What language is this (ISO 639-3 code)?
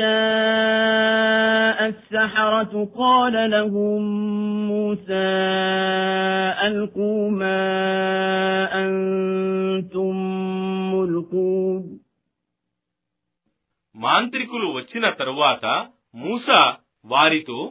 tel